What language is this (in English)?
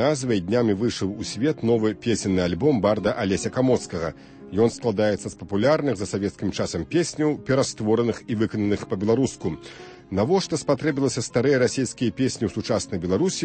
Belarusian